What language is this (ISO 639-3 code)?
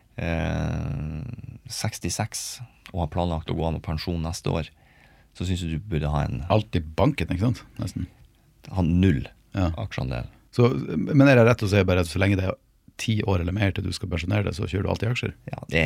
nor